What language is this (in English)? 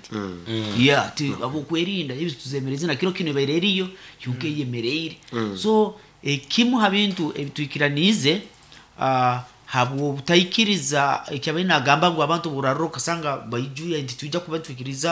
Nyoro